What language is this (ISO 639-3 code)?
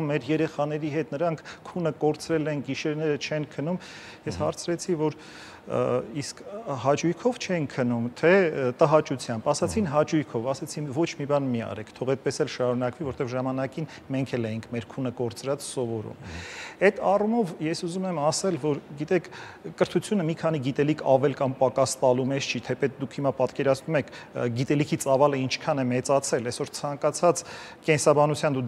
hye